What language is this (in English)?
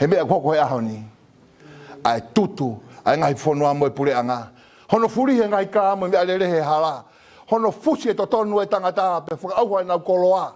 Tongan